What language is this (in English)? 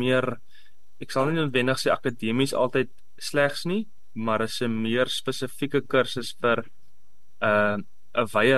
Afrikaans